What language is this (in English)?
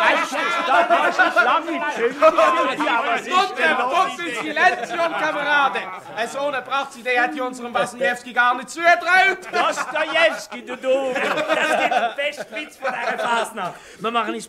Swiss German